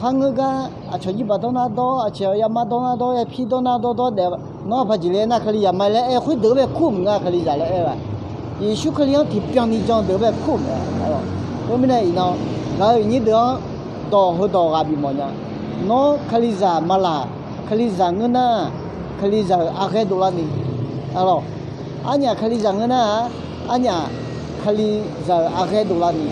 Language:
Akha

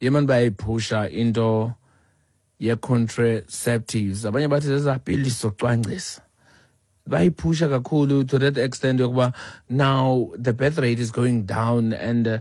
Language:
Xhosa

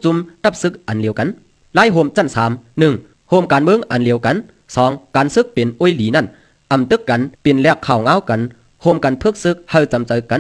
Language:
Shan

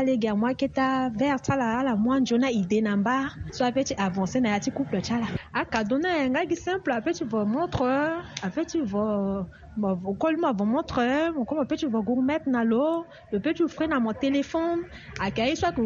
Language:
Sango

